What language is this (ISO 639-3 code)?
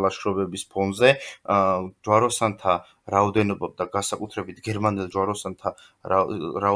kat